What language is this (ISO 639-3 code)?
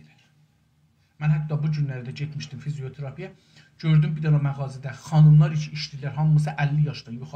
azb